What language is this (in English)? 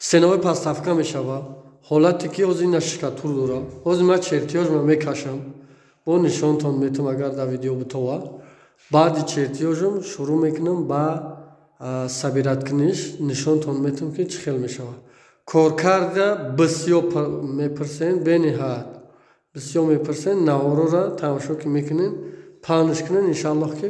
Tajik